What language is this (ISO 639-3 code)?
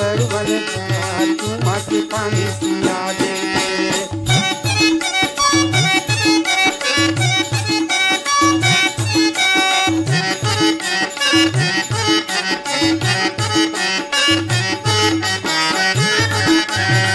hne